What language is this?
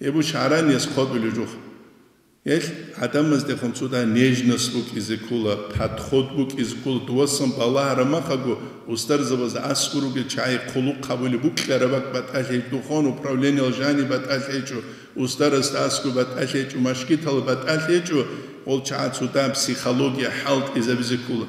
Avaric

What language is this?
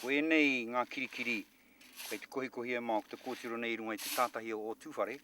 Māori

